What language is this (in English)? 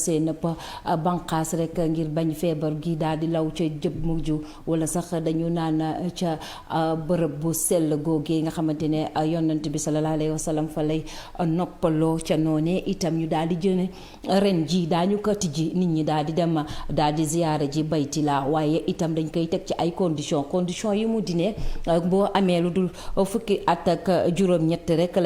Wolof